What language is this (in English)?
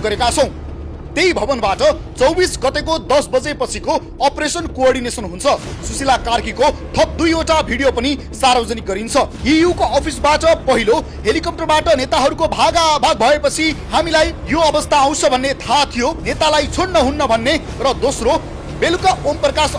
Nepali